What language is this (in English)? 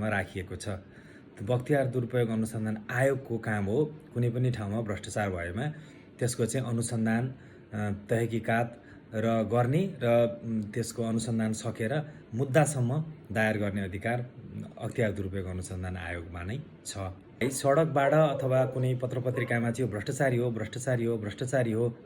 Nepali